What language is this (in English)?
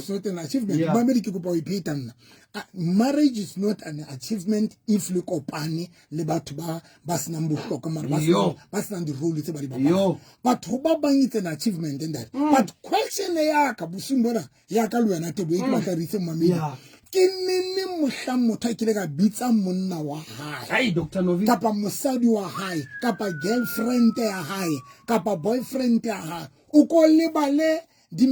Southern Sotho